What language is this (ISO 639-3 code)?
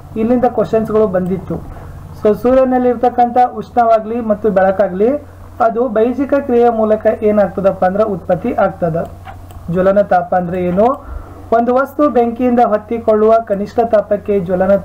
kan